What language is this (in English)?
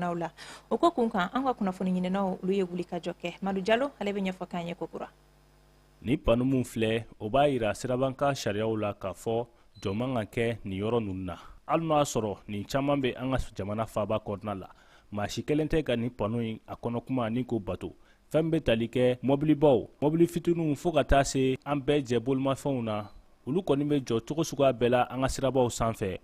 Bambara